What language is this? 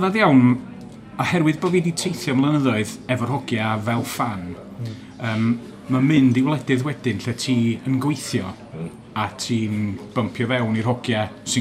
Welsh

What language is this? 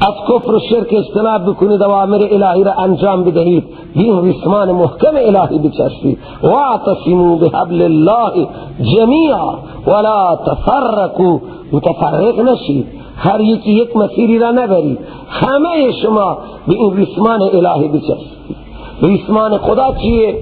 Persian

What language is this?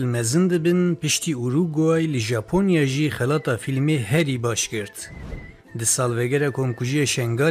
Kurdish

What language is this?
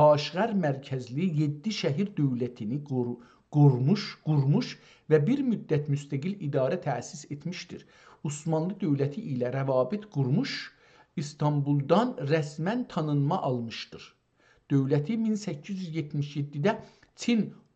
South Azerbaijani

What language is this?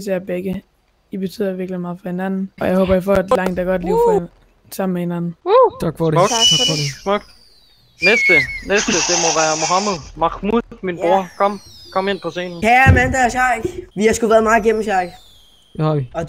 Danish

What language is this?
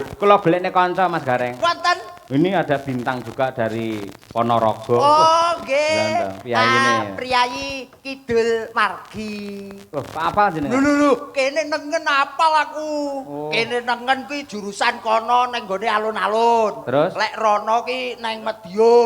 Javanese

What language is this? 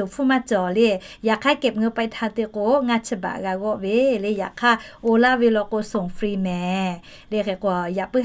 Lahu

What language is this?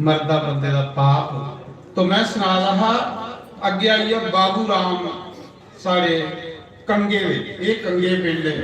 Dogri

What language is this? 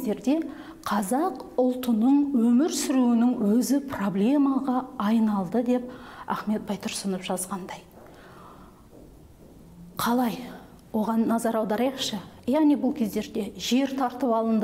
Kazakh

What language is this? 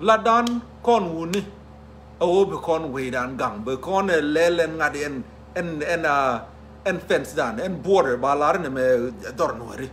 Nuer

